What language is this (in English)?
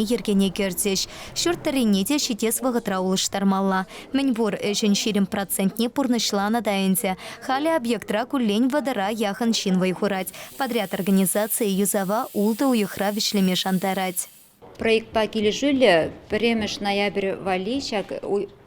Chuvash